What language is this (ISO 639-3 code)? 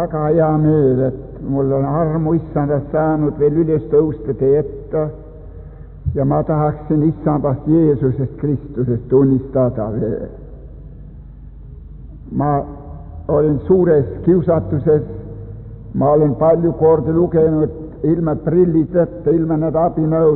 est